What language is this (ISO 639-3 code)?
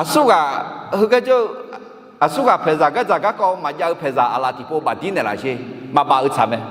ahk